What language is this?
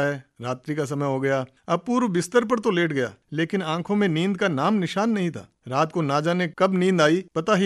Hindi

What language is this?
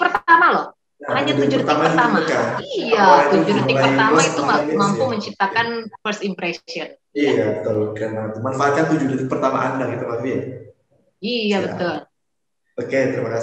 Indonesian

